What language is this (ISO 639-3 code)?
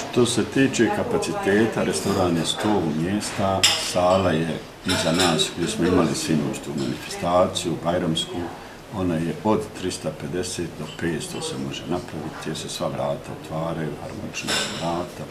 bos